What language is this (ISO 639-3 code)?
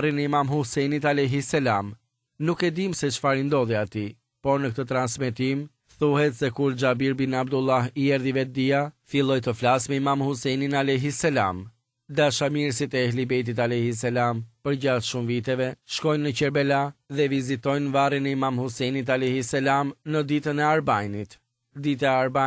sqi